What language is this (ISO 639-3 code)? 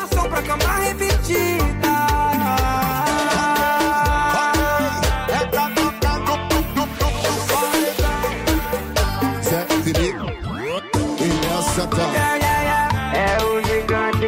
por